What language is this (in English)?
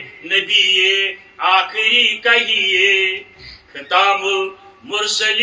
Kashmiri